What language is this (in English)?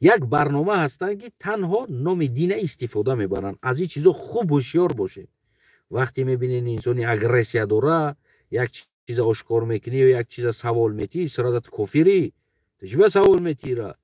Tajik